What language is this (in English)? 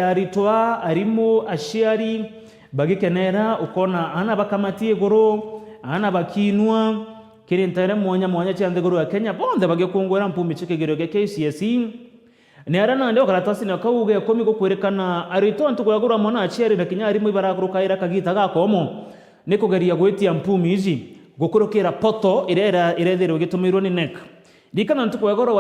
Meru